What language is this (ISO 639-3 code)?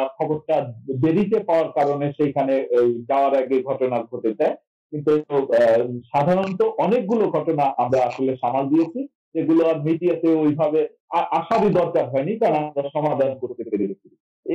ben